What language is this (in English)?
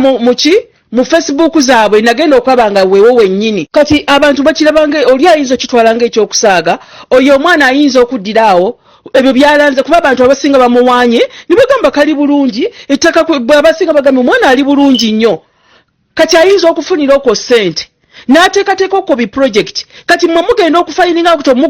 Ganda